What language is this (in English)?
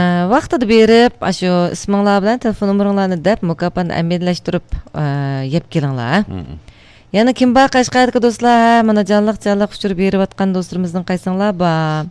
Uyghur